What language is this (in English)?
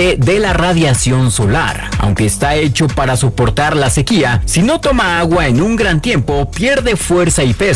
Spanish